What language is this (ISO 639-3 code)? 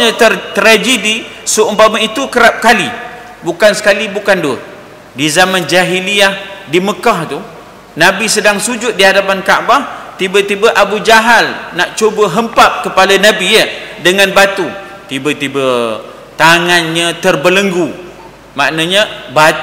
msa